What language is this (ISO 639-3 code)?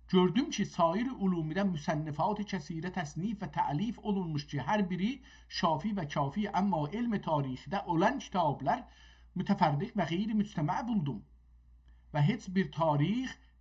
azb